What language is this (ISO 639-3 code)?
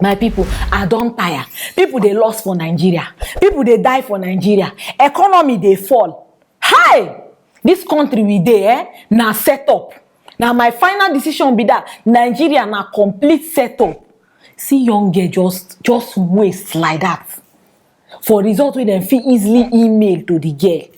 pcm